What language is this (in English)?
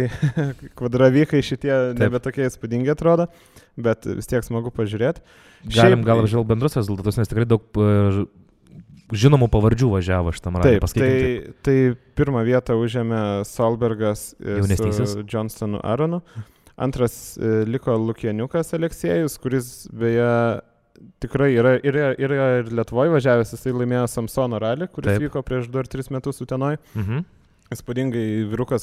Lithuanian